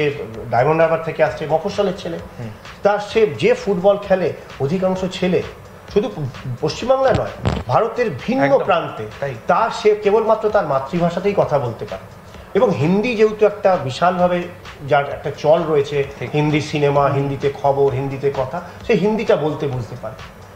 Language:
Bangla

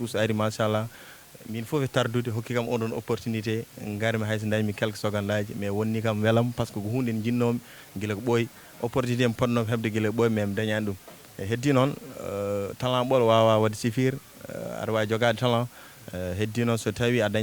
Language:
Fula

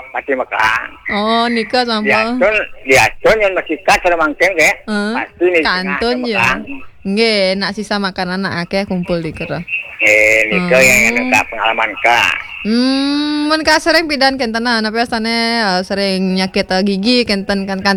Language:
Balinese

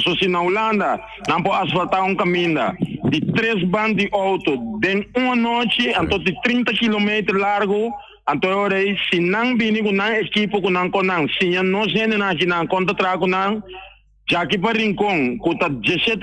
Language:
Papiamento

